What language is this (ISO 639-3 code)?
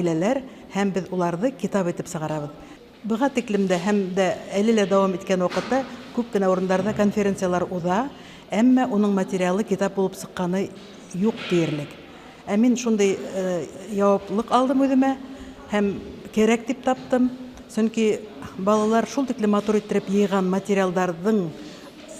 bak